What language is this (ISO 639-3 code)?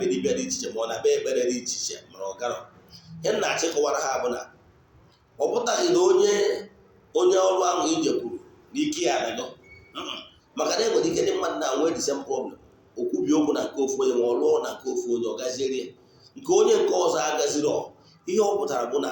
ibo